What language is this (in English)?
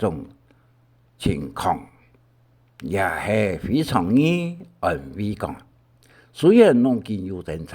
Hakka Chinese